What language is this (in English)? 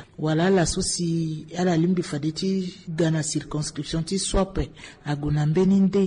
Sango